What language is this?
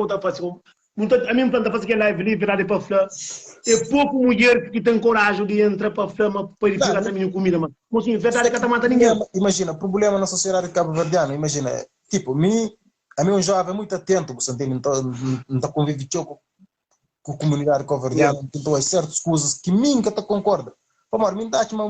Kabuverdianu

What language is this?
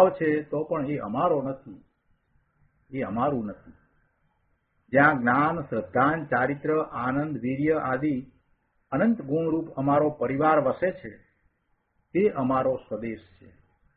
Gujarati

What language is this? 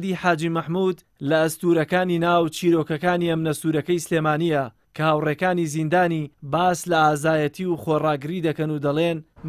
Central Kurdish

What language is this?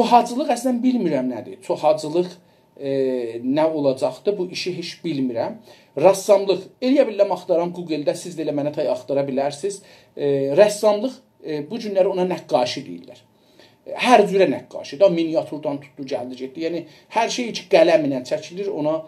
South Azerbaijani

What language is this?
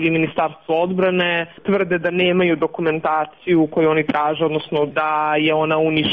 Serbian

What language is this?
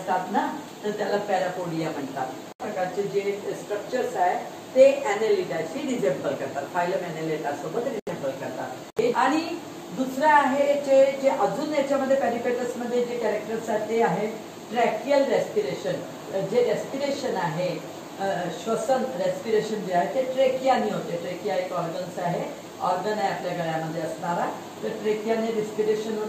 Marathi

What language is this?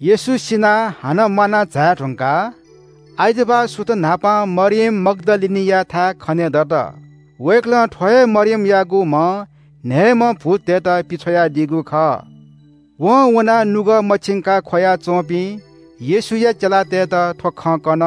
Newari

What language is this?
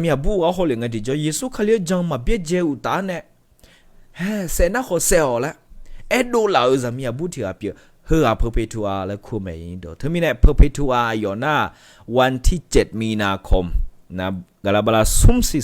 Akha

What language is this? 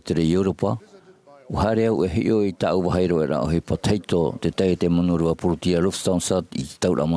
Tahitian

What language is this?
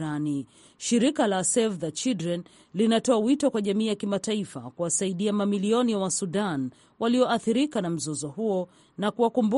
Swahili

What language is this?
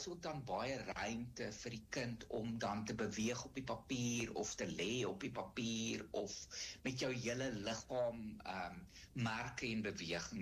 Afrikaans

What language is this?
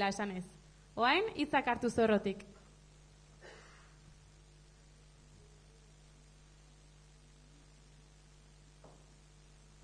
Basque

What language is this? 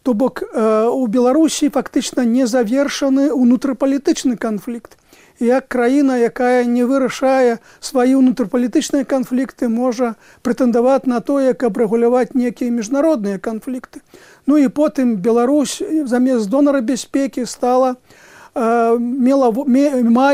Belarusian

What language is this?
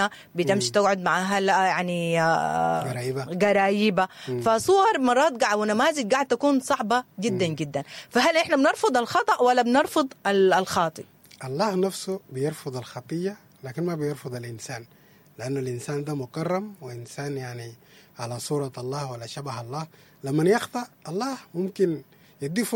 Sudanese Arabic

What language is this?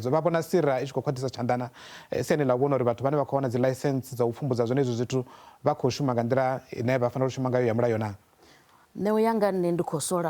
Venda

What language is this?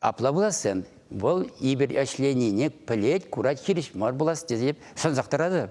Chuvash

